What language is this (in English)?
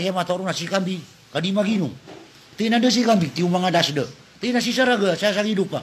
Maranao